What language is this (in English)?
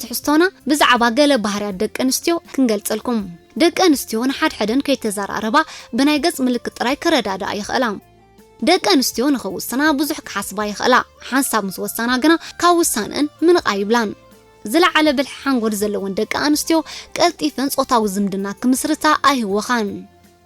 Tigrinya